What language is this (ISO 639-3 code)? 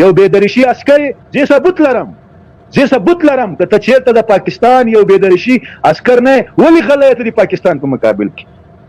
pus